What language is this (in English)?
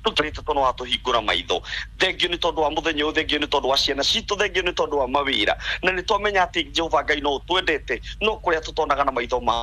Kikuyu